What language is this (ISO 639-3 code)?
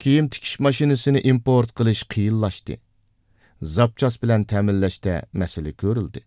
uig